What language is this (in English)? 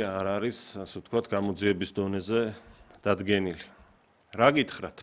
Georgian